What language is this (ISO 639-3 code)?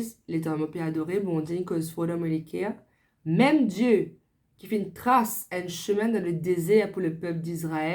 mfe